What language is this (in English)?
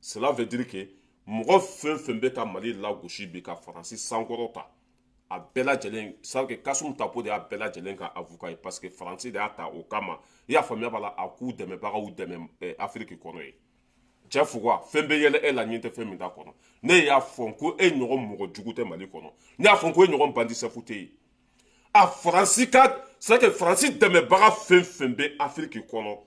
Bambara